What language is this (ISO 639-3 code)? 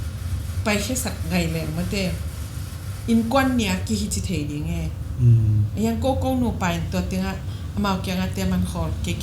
ctd